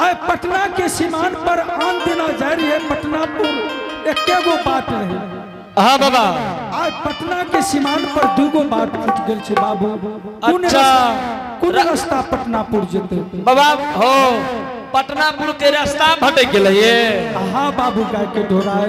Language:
Angika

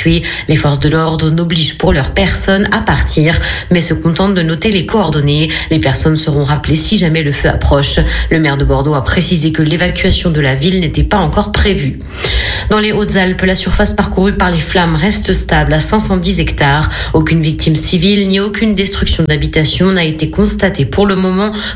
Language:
French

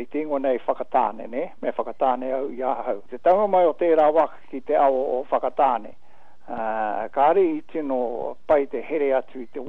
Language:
Māori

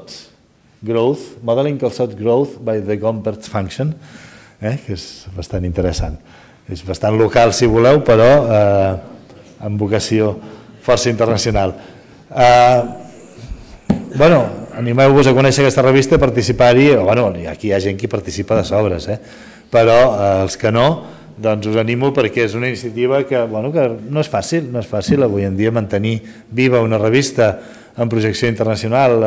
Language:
Catalan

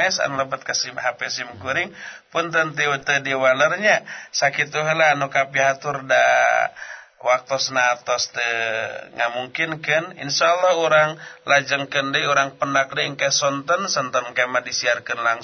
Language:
Sundanese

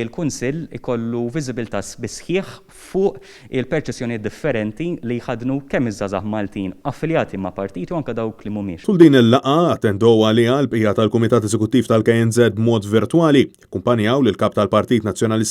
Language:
Maltese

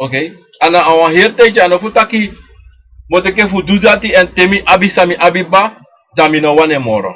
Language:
Sranan Tongo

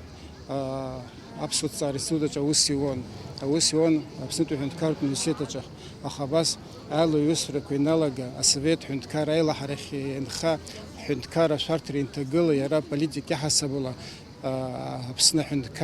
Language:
Abkhazian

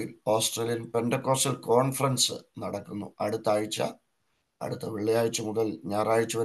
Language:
Malayalam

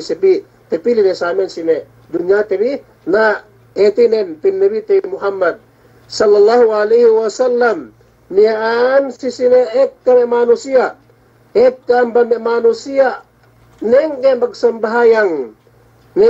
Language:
Yakan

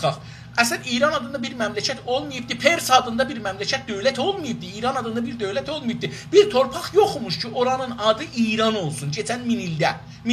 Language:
South Azerbaijani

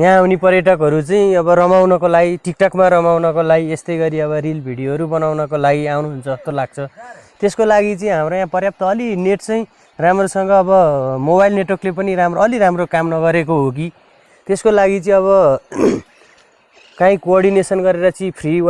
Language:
Nepali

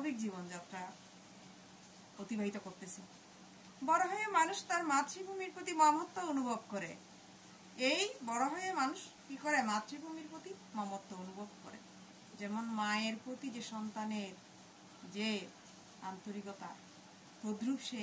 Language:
Bangla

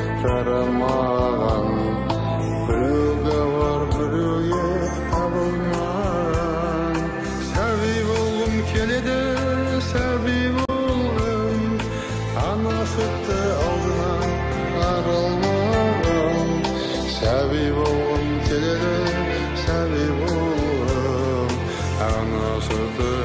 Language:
Kazakh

